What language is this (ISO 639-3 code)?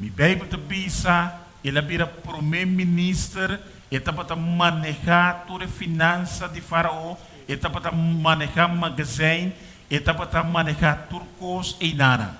pap